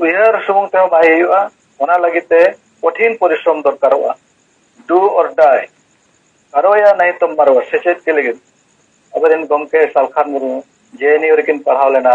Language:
Santali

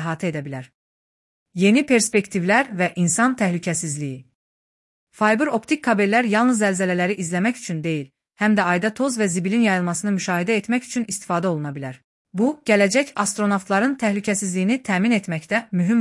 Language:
Azerbaijani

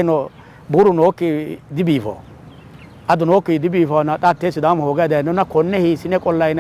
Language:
Sidamo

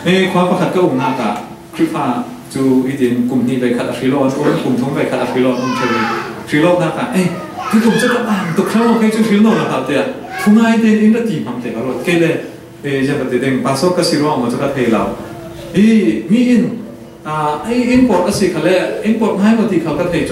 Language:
Falam Chin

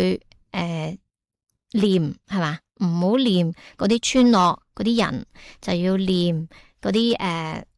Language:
Cantonese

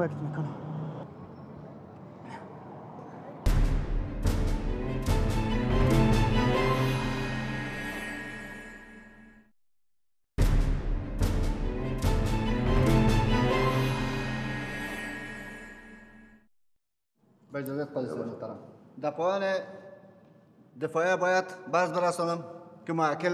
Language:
Persian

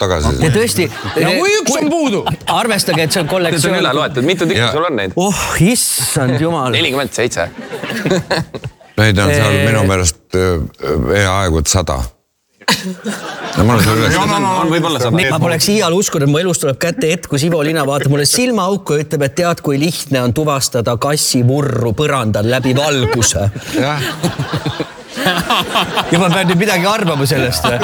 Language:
Estonian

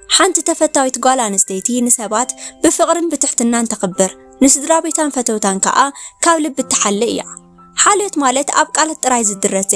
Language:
Tigrinya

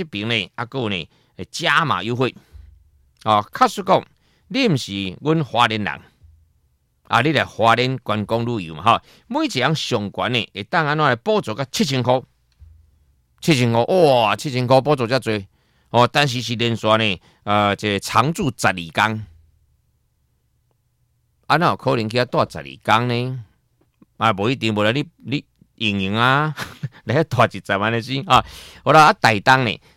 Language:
Min Nan Chinese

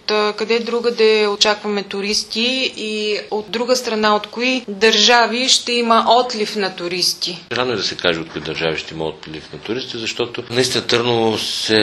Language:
Bulgarian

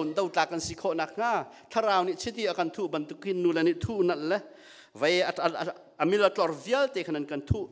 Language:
Hakha Chin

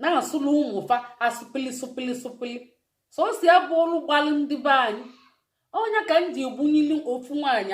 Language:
Igbo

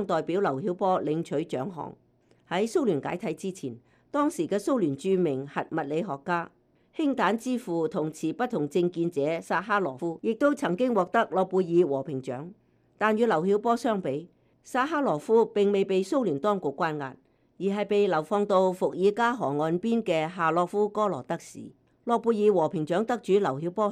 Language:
Cantonese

